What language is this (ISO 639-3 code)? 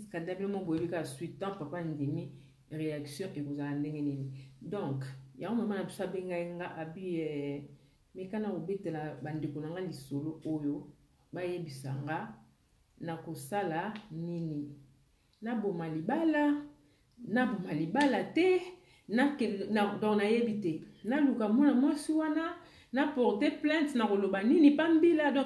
lin